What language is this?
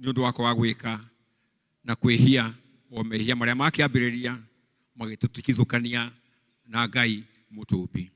Kikuyu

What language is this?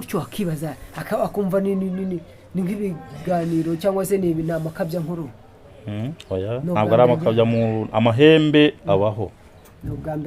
Kinyarwanda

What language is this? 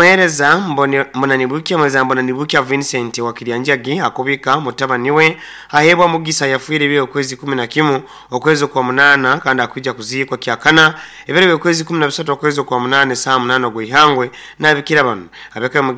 Nyoro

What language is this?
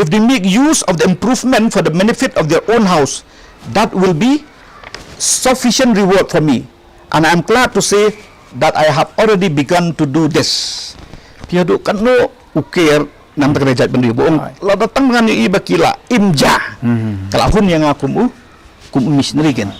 Khasi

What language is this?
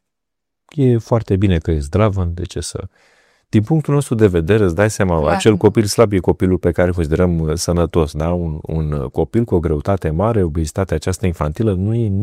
Romanian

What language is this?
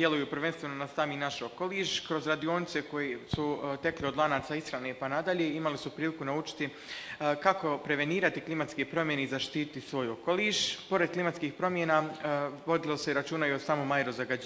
Bosnian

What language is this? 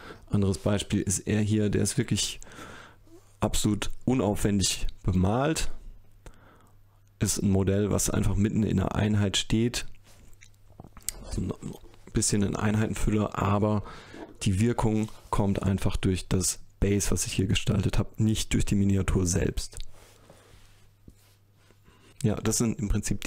German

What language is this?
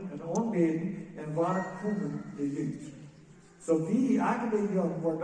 Plautdietsch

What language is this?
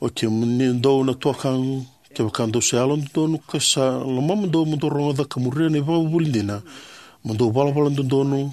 Fijian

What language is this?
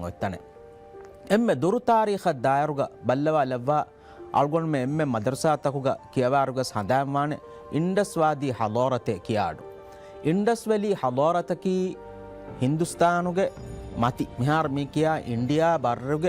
Divehi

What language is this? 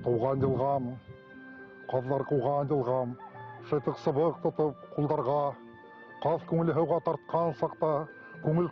Bashkir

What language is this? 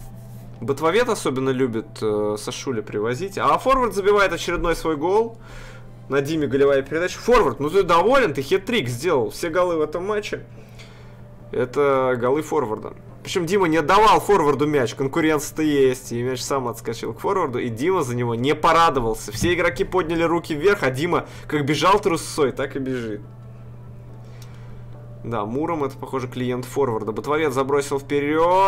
Russian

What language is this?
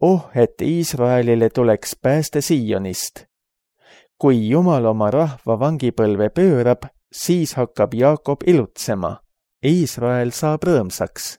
Estonian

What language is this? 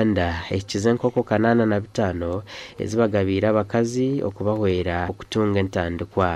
Nyankole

